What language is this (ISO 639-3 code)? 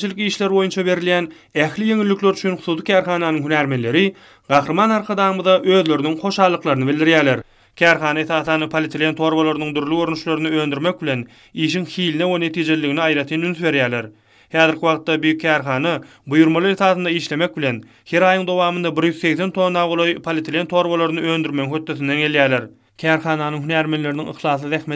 tuk